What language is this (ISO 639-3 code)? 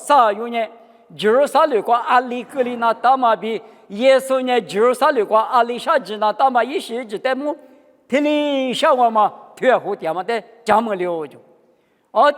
lis